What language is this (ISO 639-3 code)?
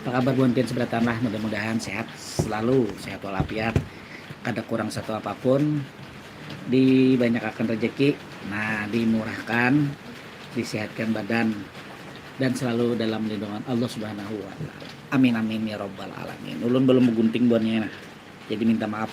bjn